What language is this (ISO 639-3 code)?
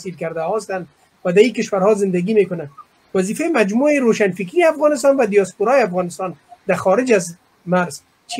fas